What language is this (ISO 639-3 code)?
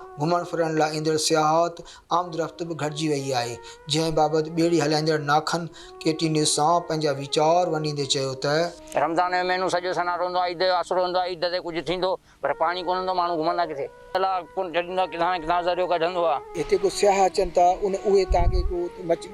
snd